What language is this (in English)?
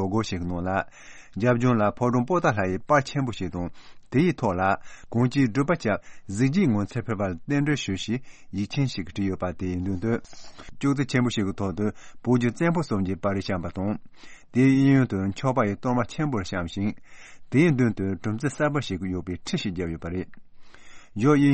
Tibetan